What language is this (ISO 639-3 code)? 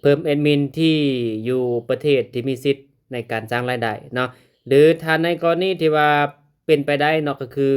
lao